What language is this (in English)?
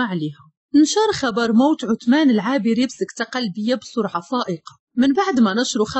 Moroccan Arabic